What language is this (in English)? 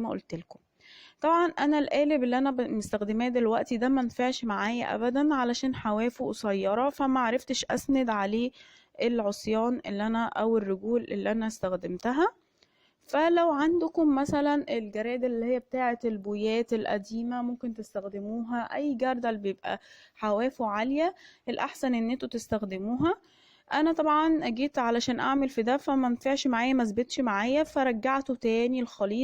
Egyptian Arabic